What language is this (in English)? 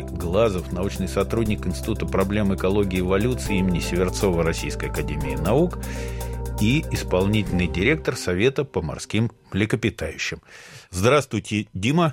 Russian